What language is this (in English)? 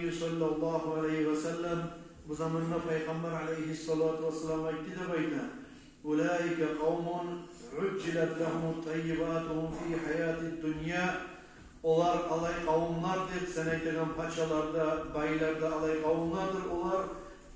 Kumyk